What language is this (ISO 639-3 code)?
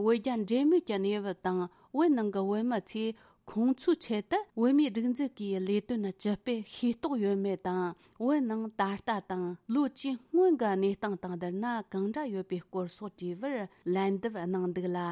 bod